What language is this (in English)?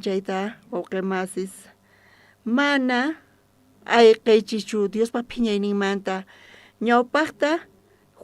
South Bolivian Quechua